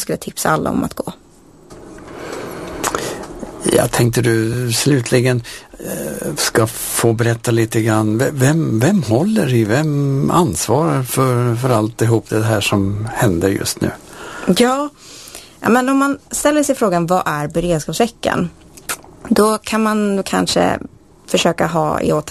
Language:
Swedish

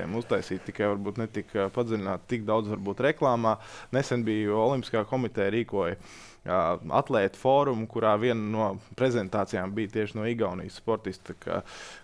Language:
Latvian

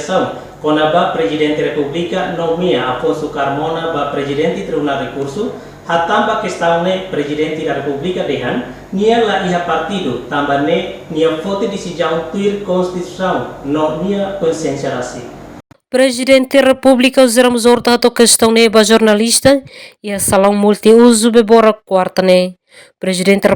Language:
Tetum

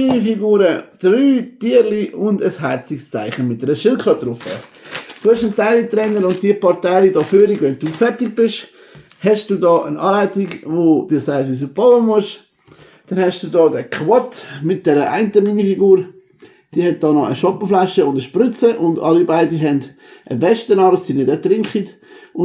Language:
Swiss German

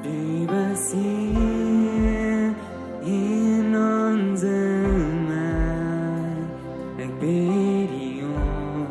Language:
Plautdietsch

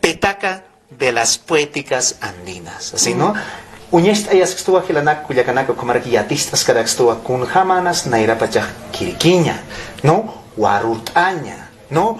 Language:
Aymara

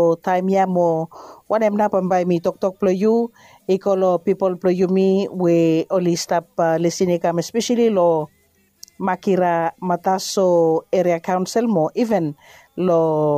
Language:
Bislama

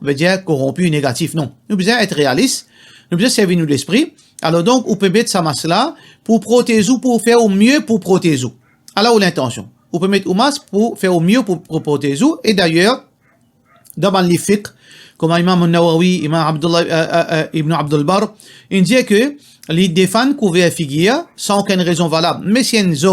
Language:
Morisyen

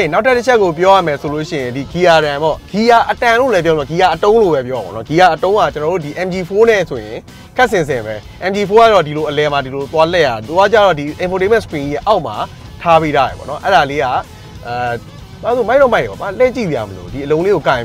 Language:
Burmese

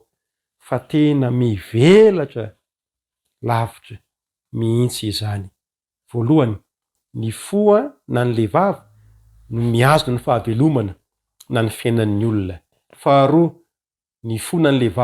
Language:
Malagasy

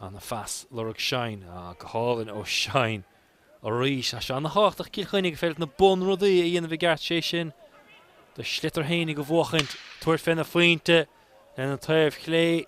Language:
Irish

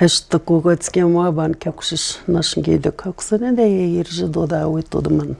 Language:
Atikamekw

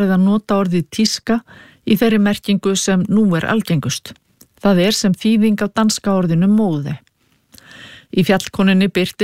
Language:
Icelandic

